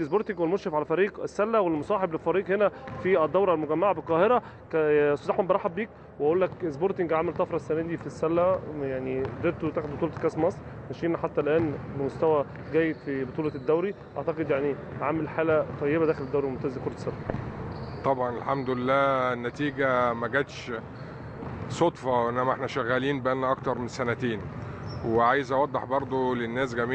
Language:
Egyptian Arabic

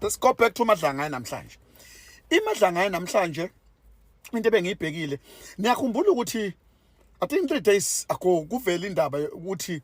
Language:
Zulu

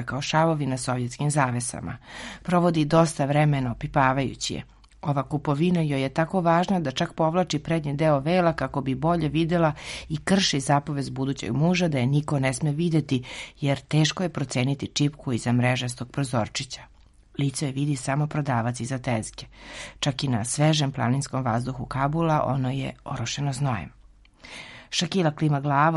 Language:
Serbian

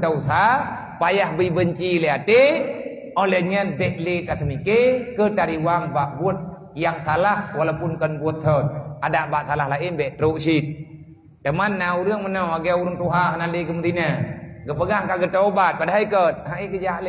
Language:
Achinese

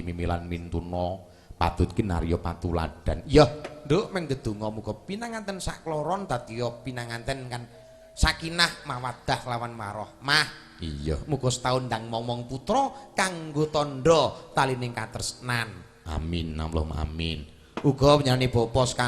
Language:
Javanese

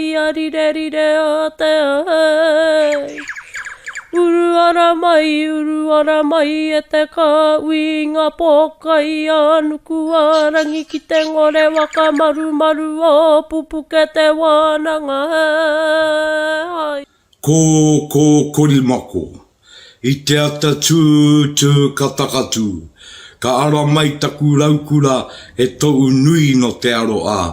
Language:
Māori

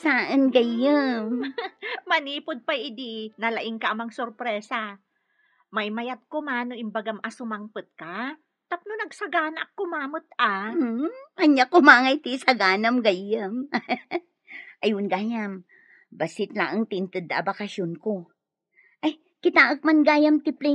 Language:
Iloko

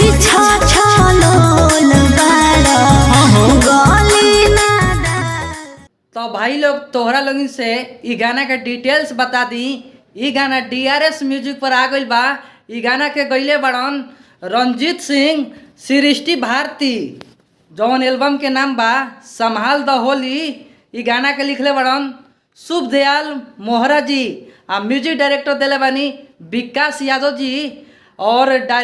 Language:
Bhojpuri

